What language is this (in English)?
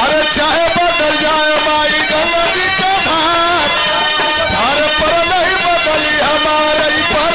Bhojpuri